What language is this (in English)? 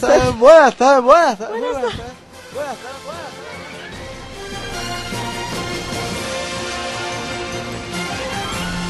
Spanish